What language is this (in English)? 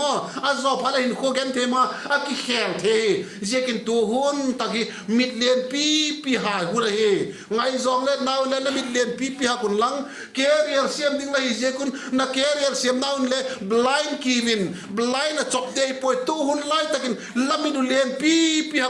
Vaiphei